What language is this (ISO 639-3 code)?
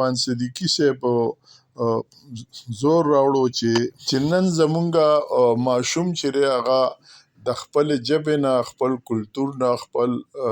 pus